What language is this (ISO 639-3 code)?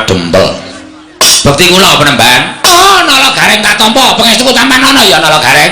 jav